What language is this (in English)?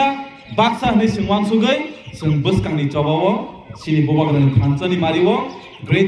Kok Borok